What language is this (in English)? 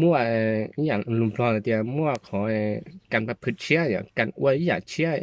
Hmong